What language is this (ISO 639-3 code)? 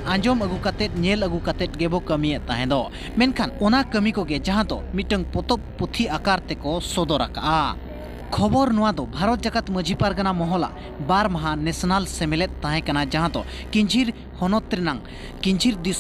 sat